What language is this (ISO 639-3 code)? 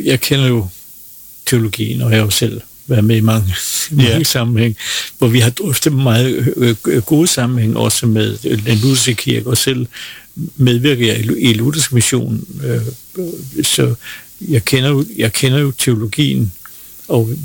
dan